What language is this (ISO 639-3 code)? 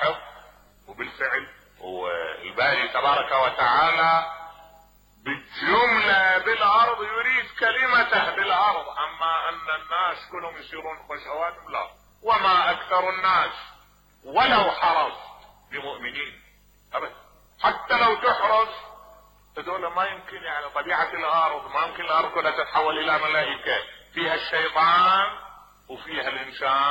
acm